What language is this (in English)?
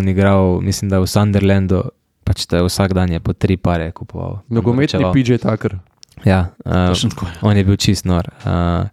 Slovenian